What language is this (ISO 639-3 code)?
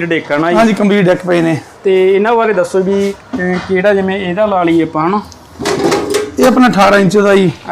pan